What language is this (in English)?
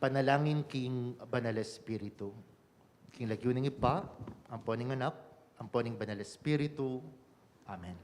Pampanga